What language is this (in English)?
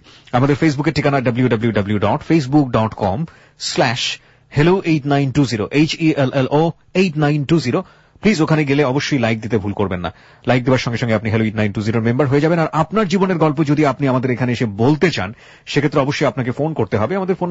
Bangla